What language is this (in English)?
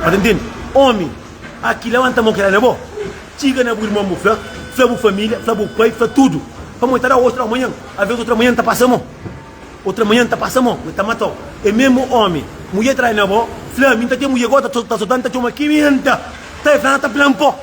Kabuverdianu